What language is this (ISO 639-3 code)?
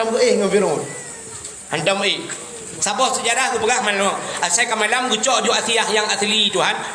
ace